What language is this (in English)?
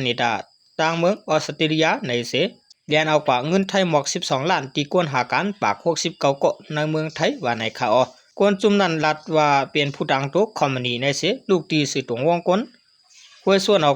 Shan